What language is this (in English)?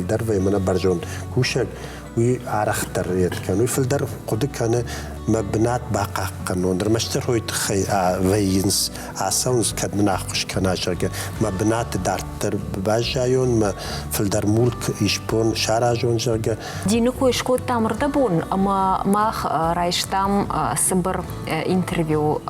Ossetic